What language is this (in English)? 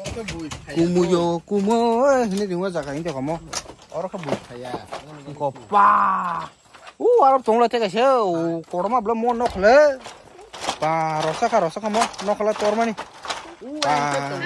Kok Borok